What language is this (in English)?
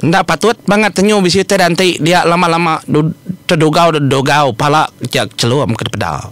Iban